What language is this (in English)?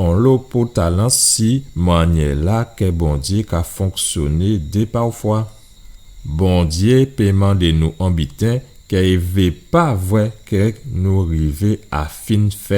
Guadeloupean Creole French